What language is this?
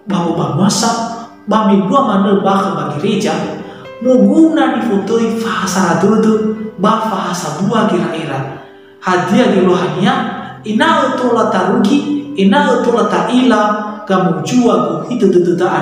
Nias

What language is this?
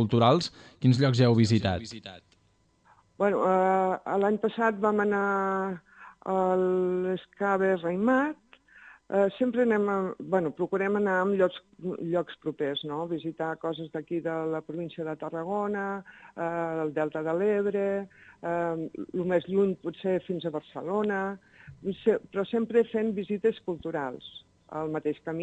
Catalan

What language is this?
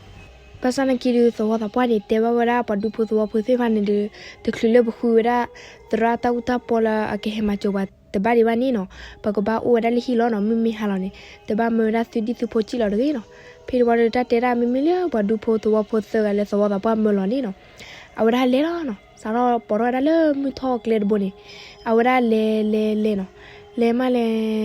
S'gaw Karen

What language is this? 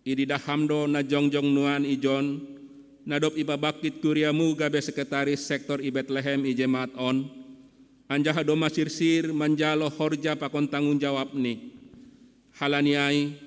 Batak Simalungun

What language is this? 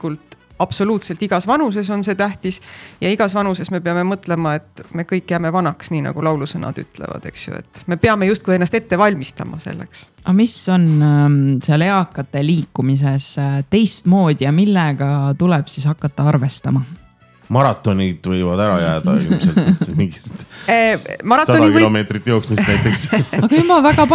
Estonian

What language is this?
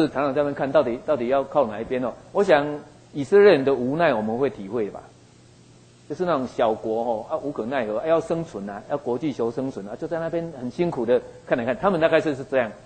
Chinese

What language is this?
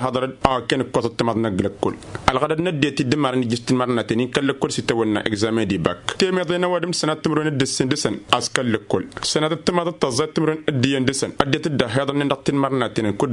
Tamasheq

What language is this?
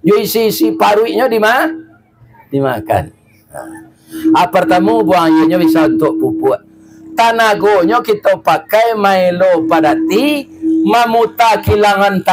Minangkabau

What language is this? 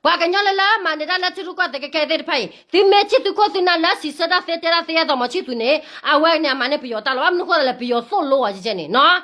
S'gaw Karen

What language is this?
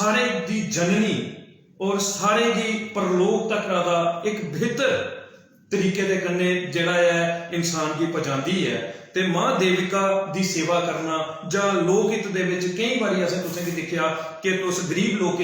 Dogri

